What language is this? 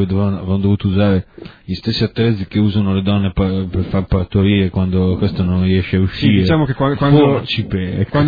Italian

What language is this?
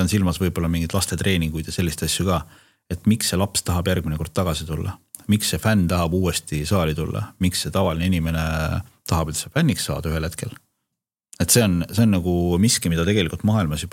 Estonian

